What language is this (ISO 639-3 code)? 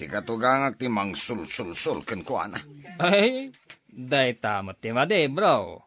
ilo